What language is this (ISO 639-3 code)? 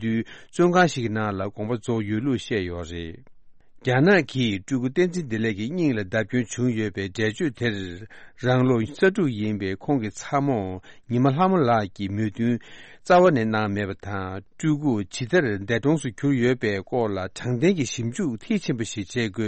bod